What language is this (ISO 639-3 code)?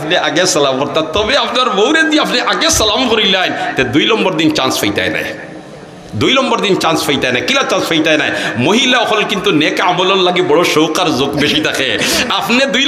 syl